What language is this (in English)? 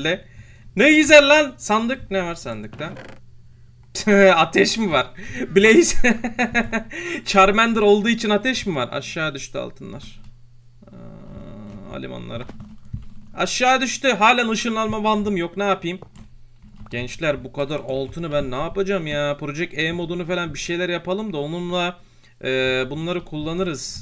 Turkish